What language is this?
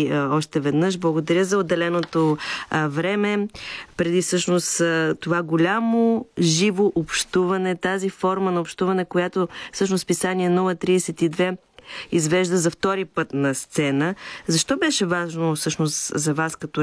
Bulgarian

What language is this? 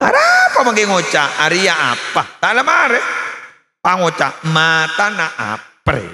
Madurese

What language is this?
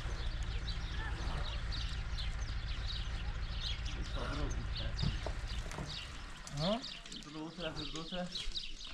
Persian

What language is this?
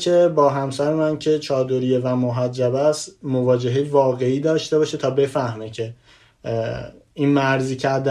Persian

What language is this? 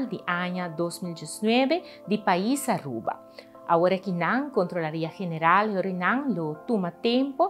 Papiamento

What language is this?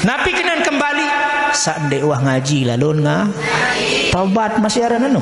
Sasak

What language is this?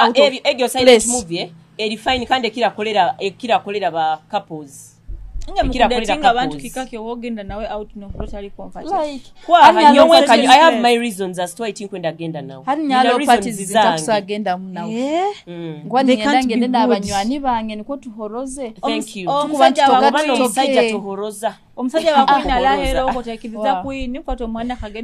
Nyoro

